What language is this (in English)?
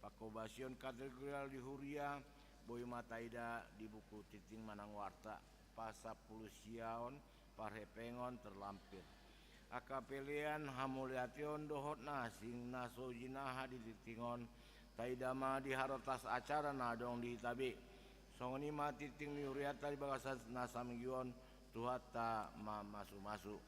Batak Toba